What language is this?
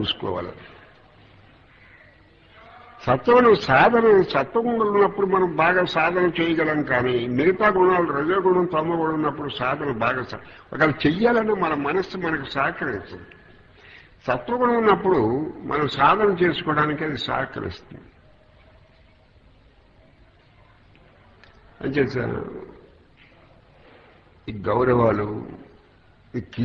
Telugu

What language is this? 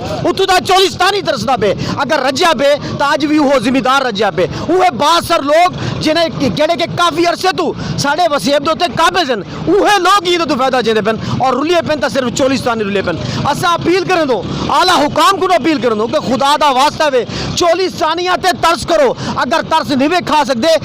Saraiki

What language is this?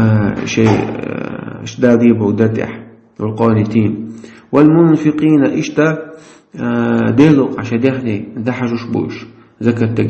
Chechen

